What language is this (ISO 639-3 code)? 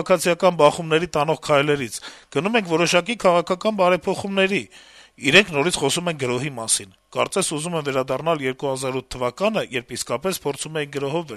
hye